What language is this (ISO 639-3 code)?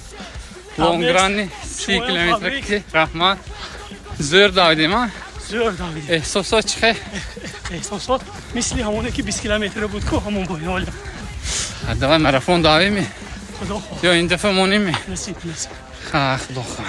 tgk